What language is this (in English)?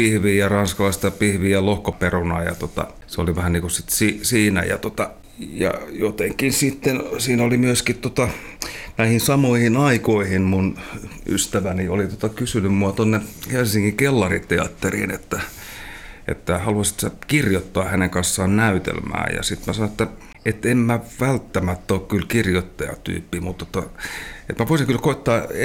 Finnish